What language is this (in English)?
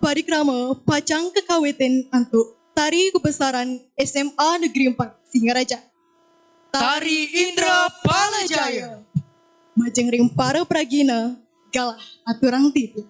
Balinese